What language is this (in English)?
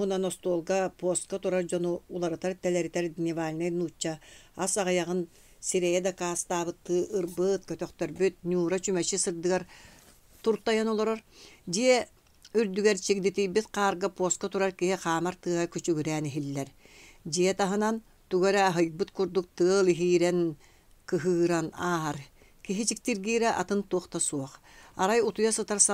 Yakut